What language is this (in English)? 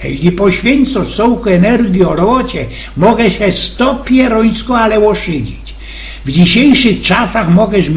Silesian